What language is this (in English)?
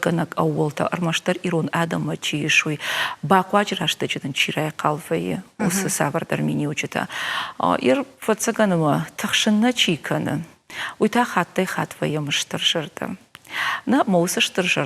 Ossetic